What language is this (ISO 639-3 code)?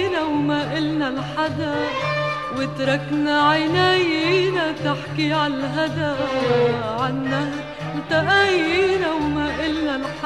apc